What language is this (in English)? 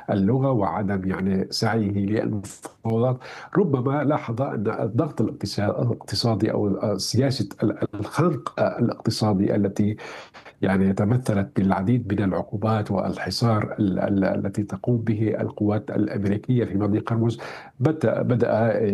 Arabic